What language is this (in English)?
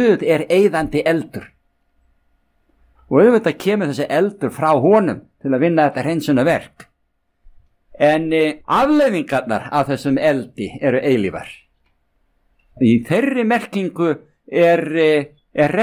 Icelandic